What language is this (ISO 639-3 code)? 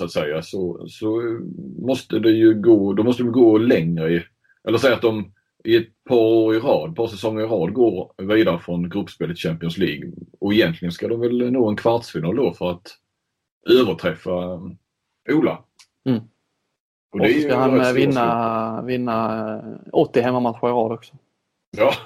swe